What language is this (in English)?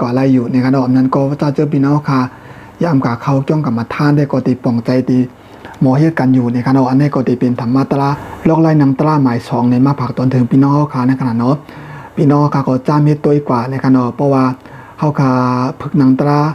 Shan